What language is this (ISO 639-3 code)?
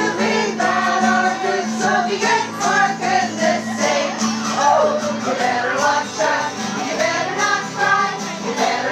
eng